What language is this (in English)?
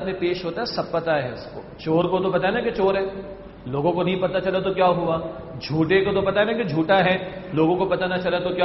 Urdu